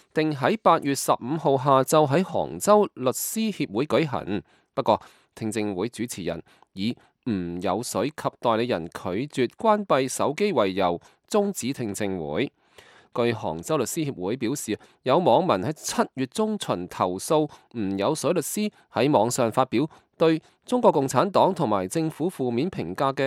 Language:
Cantonese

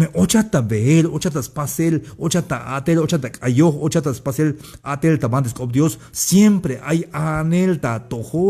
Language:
Tzeltal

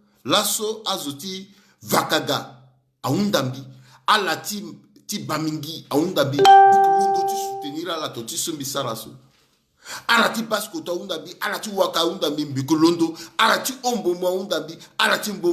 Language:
Sango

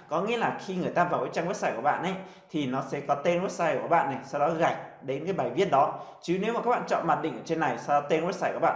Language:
Vietnamese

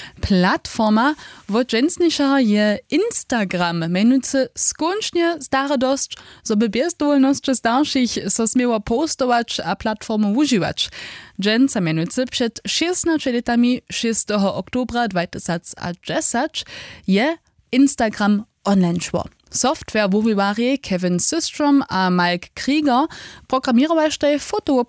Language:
Upper Sorbian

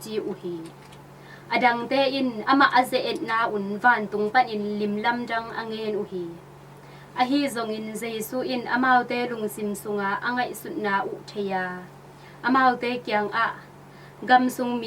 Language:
Tedim Chin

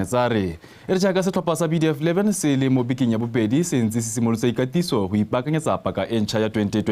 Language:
Tswana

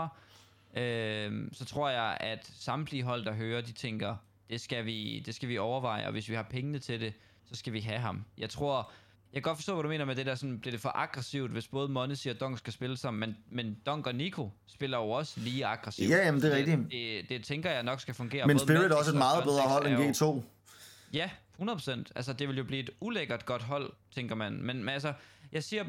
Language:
Danish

